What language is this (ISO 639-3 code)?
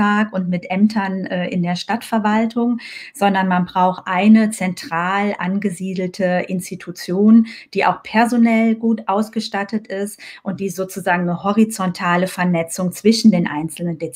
deu